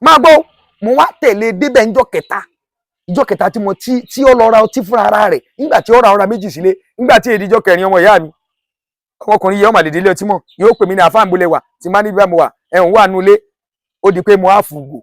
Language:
Yoruba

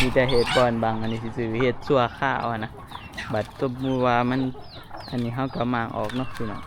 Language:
Northeastern Thai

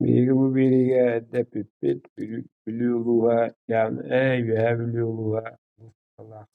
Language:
Yakut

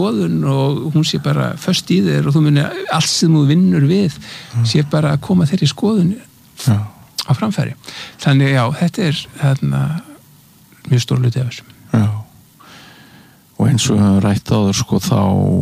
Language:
Icelandic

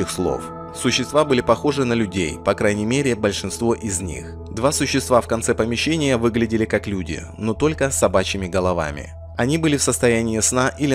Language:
Russian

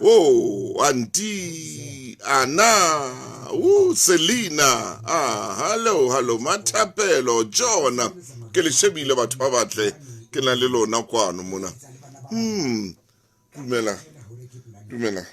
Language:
Southern Sotho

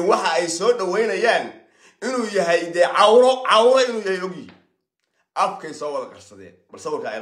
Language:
Somali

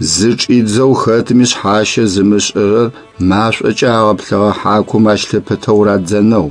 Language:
Adyghe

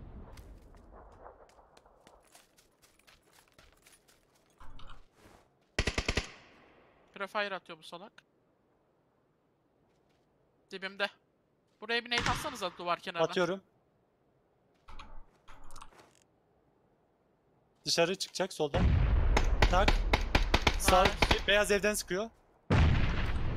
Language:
Turkish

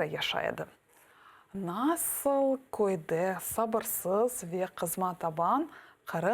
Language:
Crimean Tatar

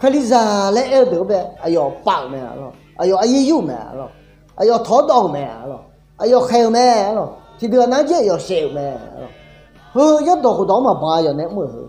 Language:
Akha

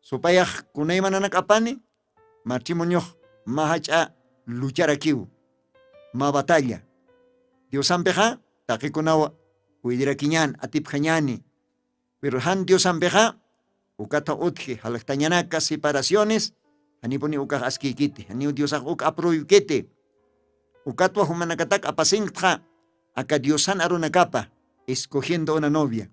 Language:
Aymara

